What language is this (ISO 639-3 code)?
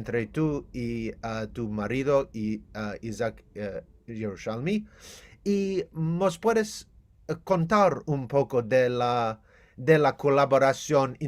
lad